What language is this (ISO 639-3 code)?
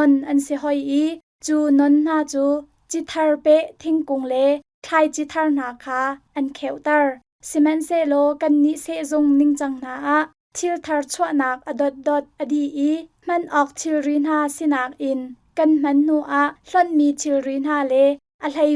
cnh